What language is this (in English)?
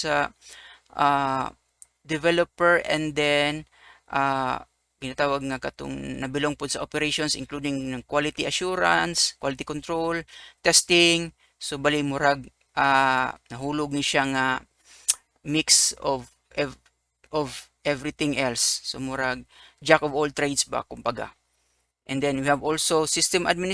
Cebuano